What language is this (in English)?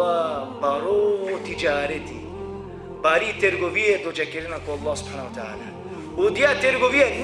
Balkan Romani